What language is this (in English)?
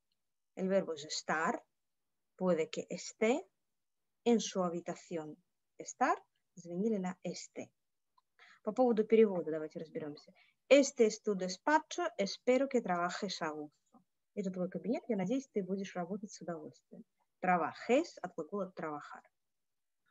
Russian